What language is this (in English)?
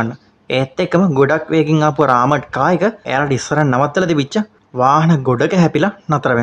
Sinhala